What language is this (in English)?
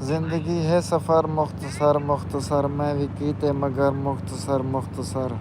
Saraiki